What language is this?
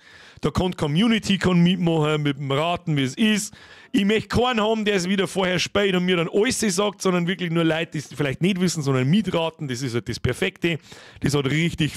Bavarian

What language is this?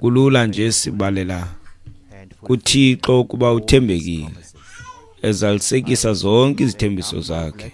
Xhosa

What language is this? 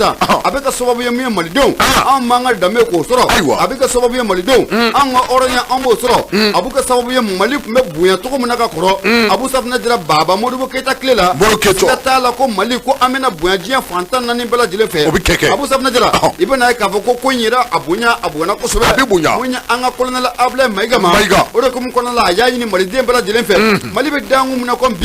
Bambara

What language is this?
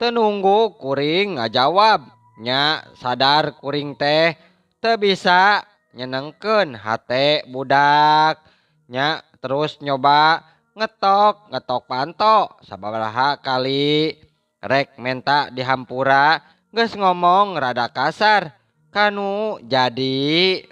Sundanese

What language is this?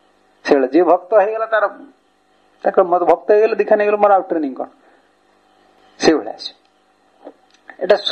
Odia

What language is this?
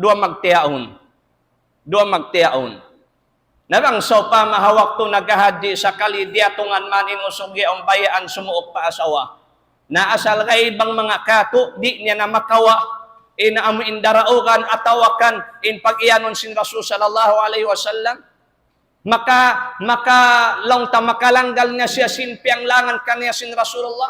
Tausug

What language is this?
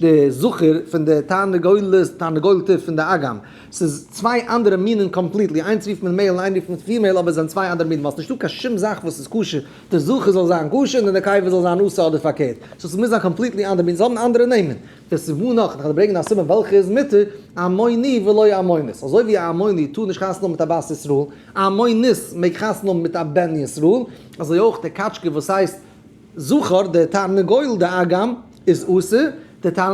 Yiddish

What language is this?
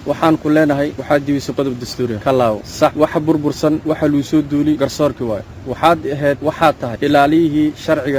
Somali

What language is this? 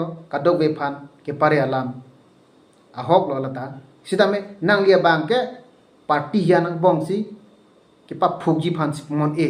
Karbi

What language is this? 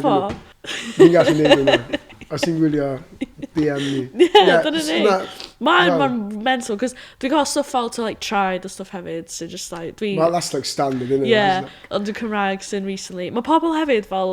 Welsh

